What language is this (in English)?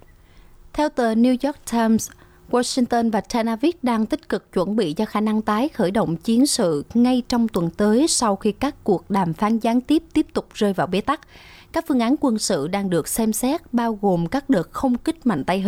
Vietnamese